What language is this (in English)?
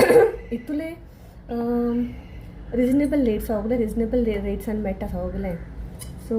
Konkani